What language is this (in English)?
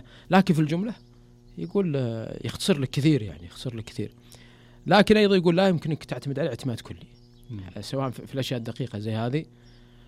Najdi Arabic